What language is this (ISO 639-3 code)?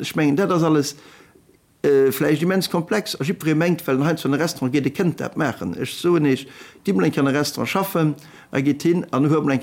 ltz